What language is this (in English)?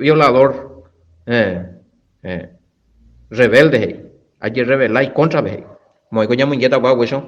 Guarani